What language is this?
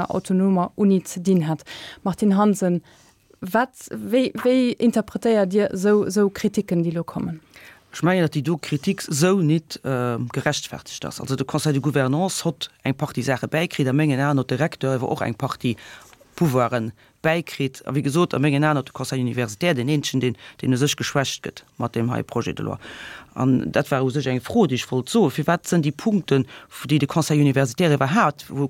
Luxembourgish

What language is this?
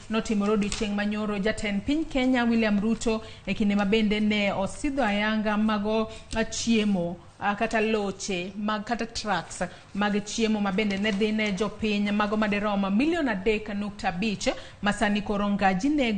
Luo (Kenya and Tanzania)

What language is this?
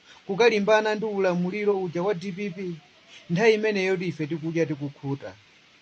Nyanja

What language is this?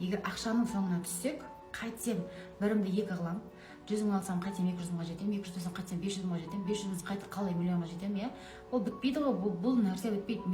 Kazakh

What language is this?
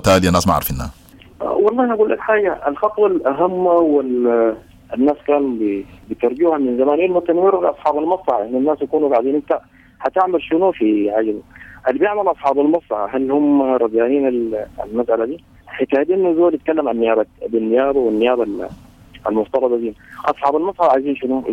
Sudanese Arabic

